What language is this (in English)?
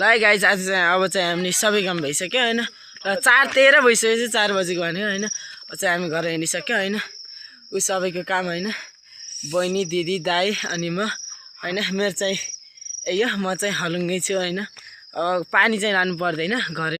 Nepali